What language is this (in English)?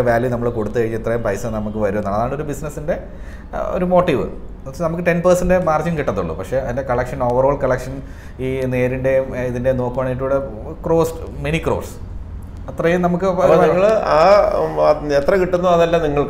Malayalam